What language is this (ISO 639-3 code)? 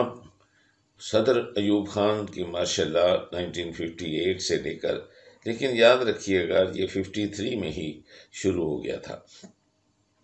urd